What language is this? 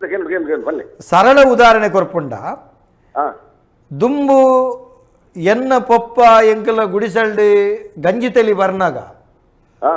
Tulu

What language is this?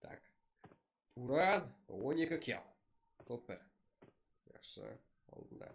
Kara-Kalpak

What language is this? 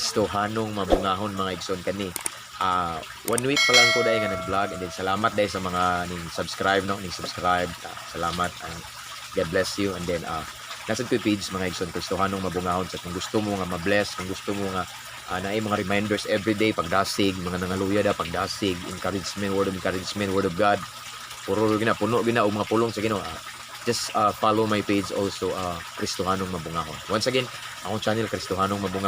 Cebuano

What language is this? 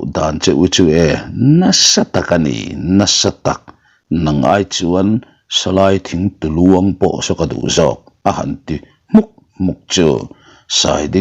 Mizo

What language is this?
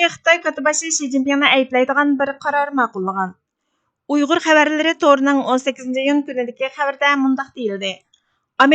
Uyghur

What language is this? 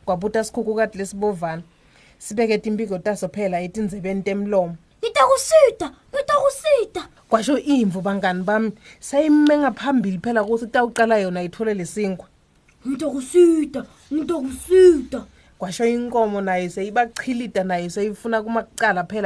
Swati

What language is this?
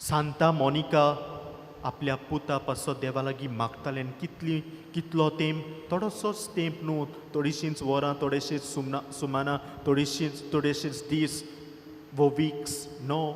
Konkani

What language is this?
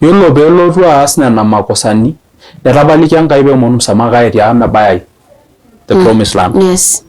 Masai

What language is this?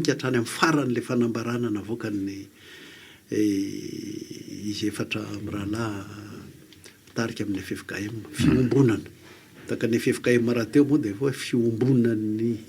Malagasy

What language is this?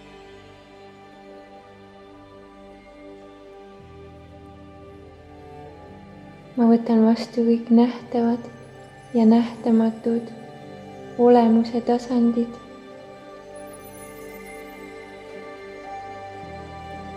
Estonian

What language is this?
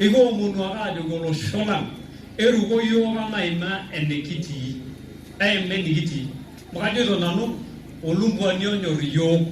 Masai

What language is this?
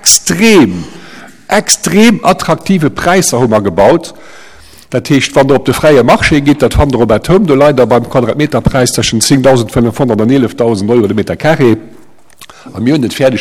Luxembourgish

